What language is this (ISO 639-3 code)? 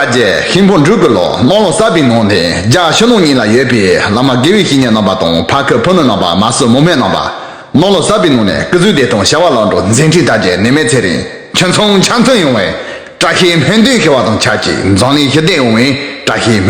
bod